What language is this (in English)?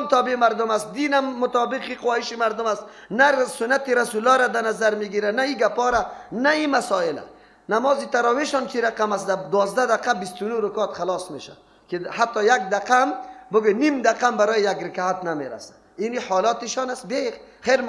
Persian